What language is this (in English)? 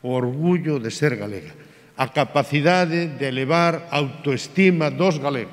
Galician